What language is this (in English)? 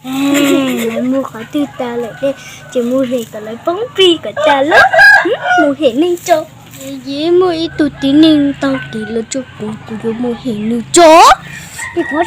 Hmong